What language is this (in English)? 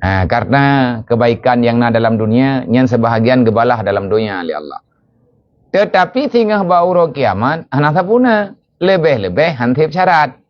Achinese